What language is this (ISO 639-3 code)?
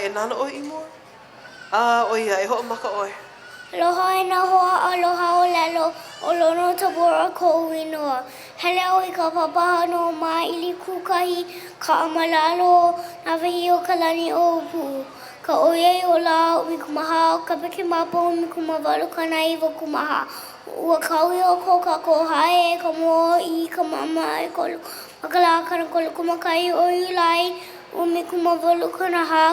haw